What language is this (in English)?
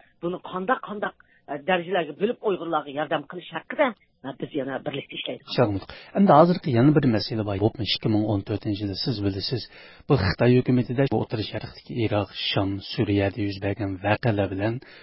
Uyghur